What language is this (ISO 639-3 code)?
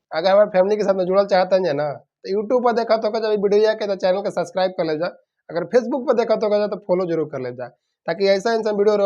bho